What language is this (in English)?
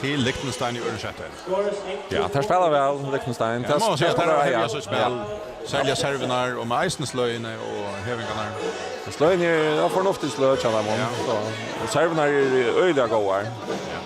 Faroese